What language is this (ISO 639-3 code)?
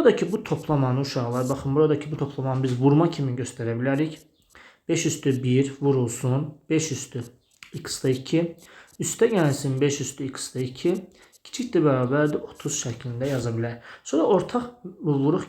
aze